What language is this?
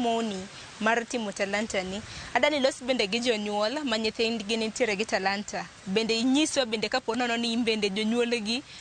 Luo (Kenya and Tanzania)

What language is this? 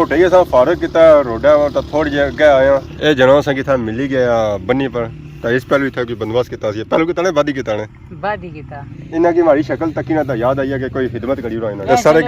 Pahari-Potwari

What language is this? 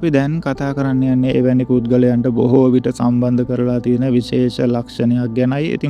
Sinhala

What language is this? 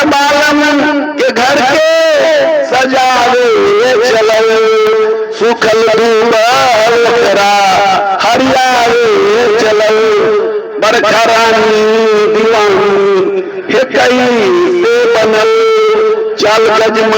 Magahi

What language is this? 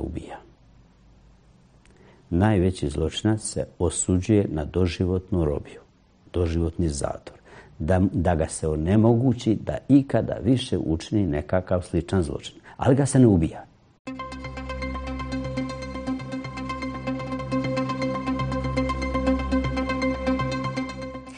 Bosnian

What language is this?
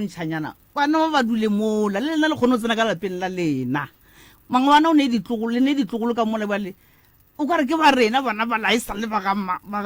Northern Sotho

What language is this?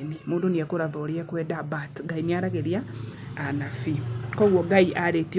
Kikuyu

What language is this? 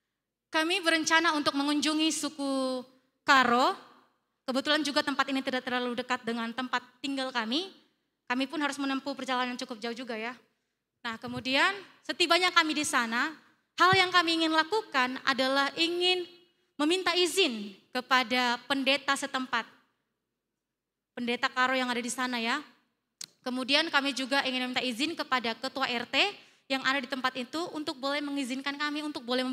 Indonesian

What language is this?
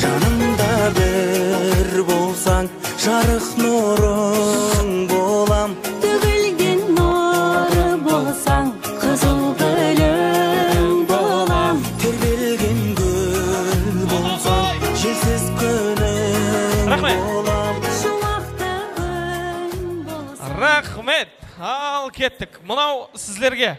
Kara-Kalpak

